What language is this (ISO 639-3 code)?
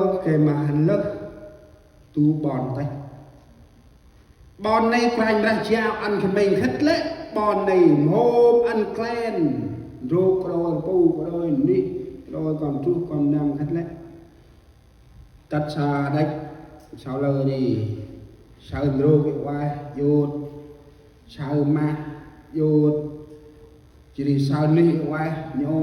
cmo